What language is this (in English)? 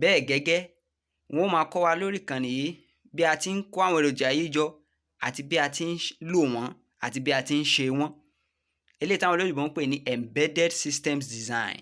Yoruba